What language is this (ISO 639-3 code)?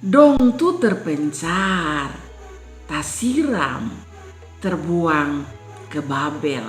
mkn